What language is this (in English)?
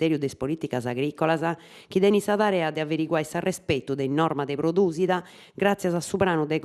Sardinian